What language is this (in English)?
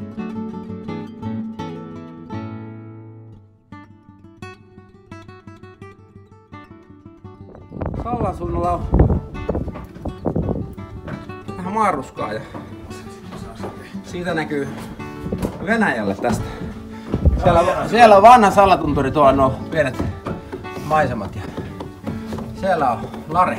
Finnish